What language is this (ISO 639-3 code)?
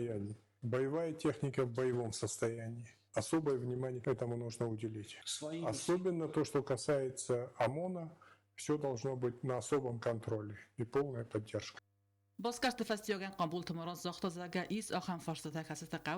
oss